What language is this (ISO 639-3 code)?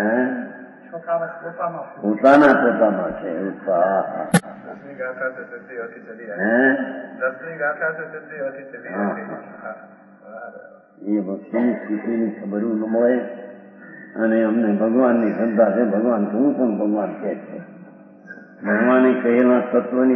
guj